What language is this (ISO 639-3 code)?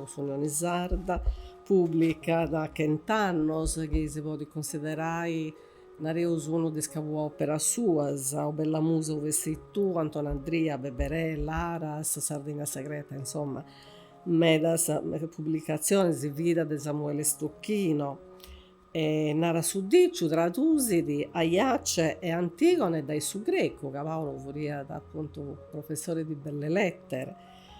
srd